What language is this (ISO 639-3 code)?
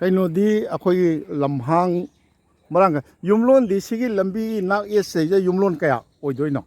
mni